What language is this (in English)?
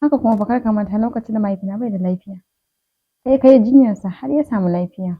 Hausa